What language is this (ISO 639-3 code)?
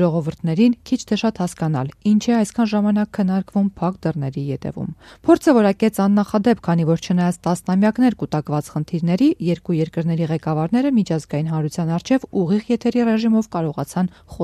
hye